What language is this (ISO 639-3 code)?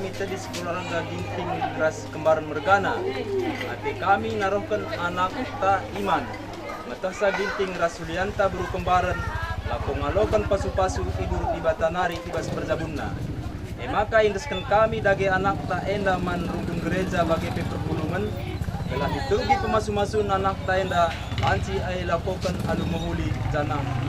btx